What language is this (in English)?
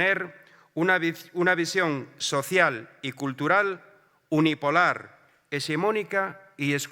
Asturian